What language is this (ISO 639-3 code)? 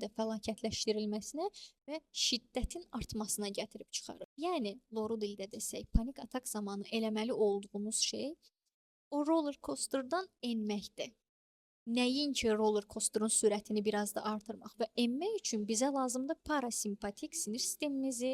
aze